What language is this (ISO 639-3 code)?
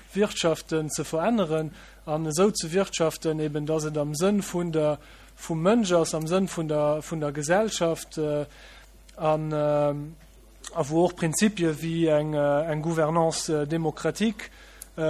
ltz